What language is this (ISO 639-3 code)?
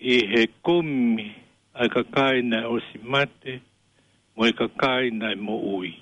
ton